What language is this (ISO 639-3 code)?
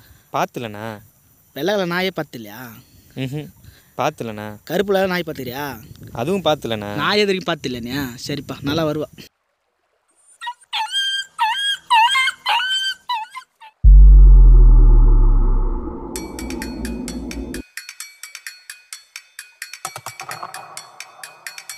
tam